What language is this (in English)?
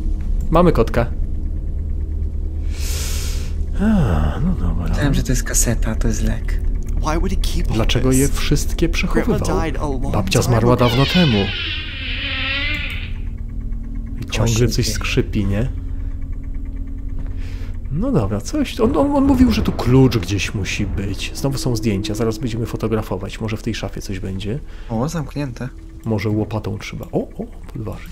Polish